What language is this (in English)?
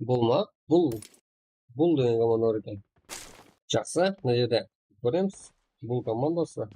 Kara-Kalpak